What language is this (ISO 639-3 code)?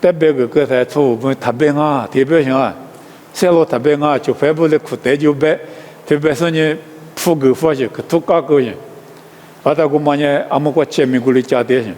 lis